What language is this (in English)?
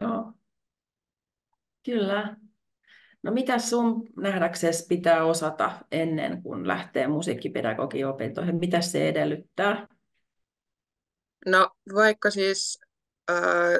Finnish